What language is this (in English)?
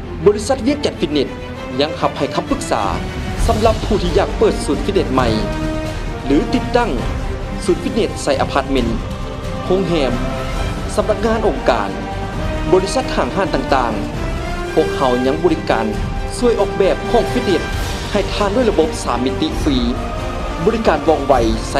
Lao